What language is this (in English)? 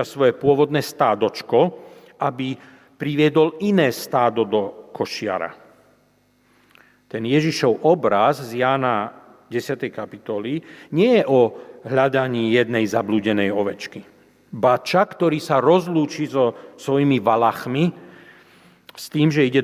Slovak